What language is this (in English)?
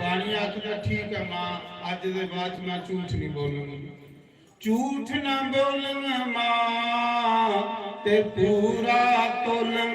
Dogri